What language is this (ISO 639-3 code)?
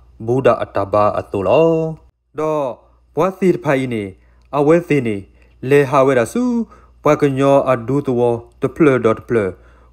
ksw